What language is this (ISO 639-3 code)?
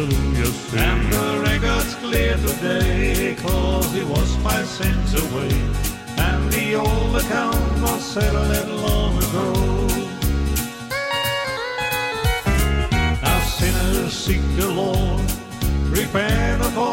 eng